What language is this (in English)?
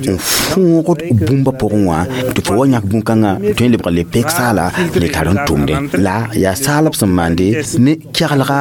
Mossi